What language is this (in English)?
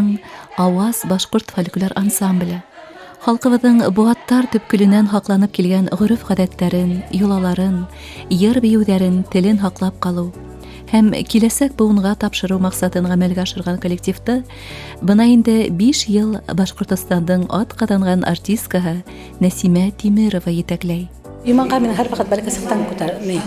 Bashkir